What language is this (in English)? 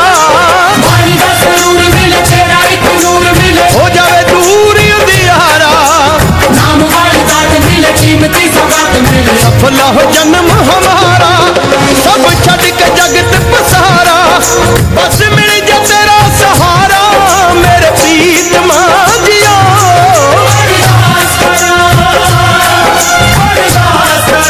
Punjabi